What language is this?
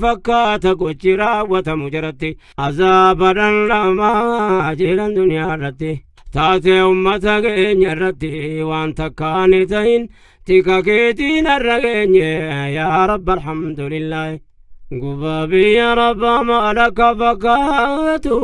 Oromo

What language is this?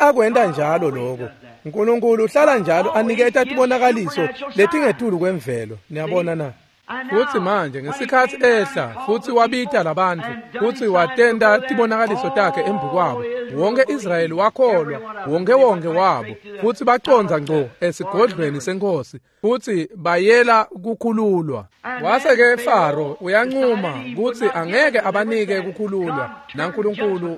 Swati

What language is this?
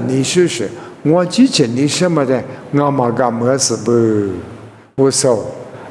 Lisu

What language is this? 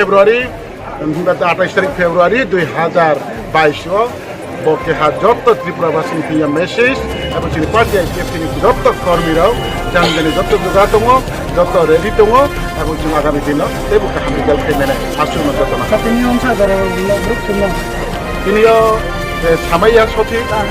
Riang (India)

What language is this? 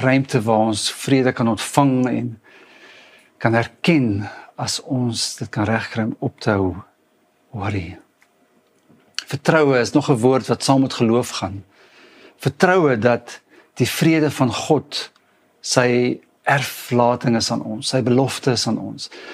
Afrikaans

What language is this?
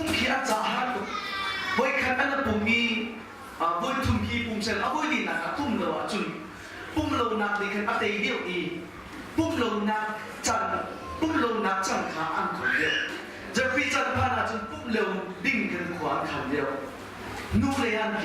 Hakha Chin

